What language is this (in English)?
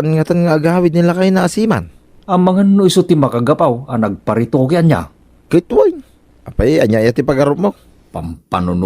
Iloko